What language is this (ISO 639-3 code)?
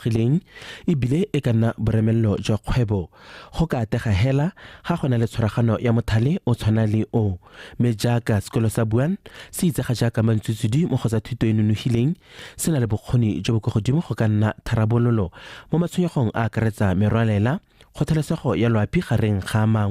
tsn